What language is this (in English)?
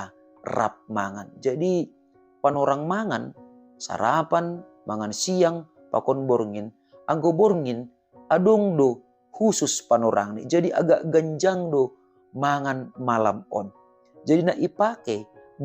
Batak Simalungun